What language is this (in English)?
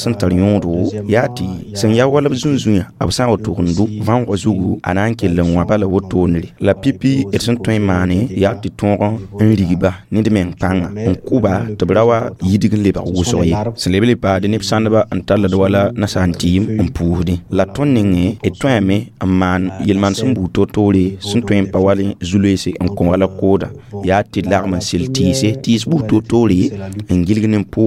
Mossi